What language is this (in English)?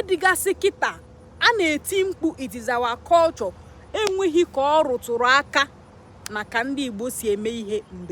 Igbo